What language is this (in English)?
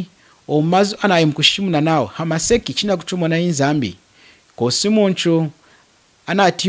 Lunda